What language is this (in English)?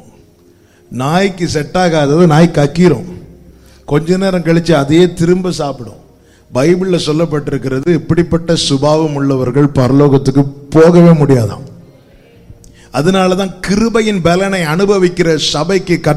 Tamil